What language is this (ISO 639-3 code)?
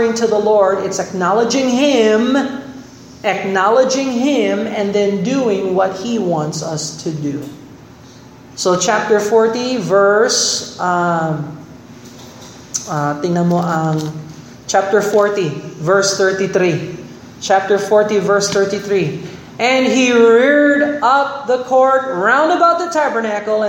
fil